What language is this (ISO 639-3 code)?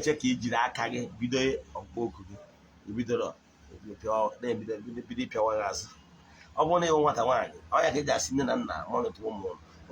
ibo